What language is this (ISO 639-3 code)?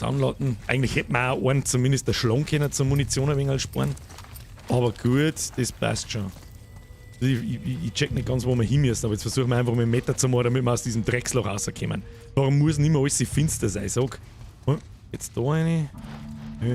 bar